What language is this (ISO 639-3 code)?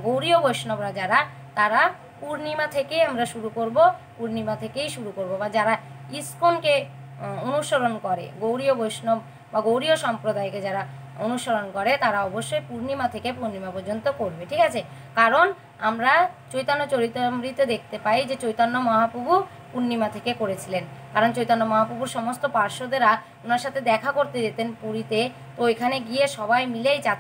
ben